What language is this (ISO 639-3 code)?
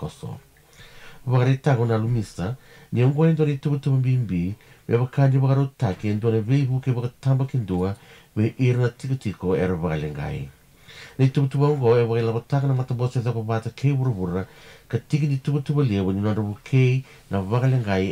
fij